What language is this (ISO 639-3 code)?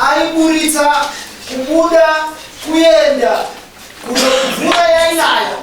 sna